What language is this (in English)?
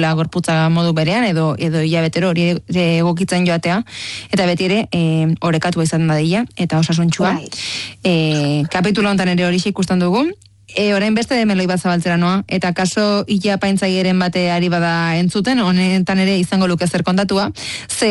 Basque